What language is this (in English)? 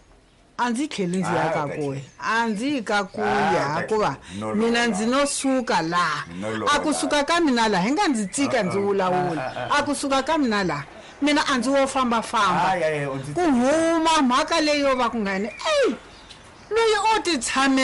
Tsonga